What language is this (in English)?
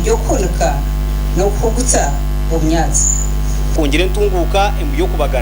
Nyankole